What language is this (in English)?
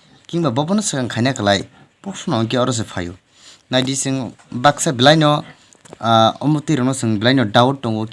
Kok Borok